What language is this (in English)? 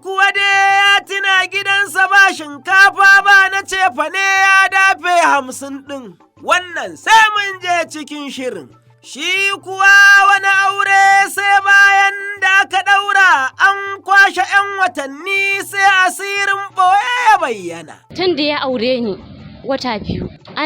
Hausa